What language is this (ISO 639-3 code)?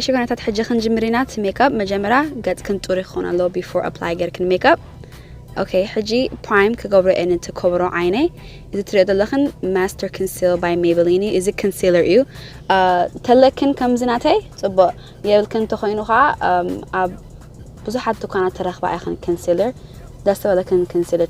tir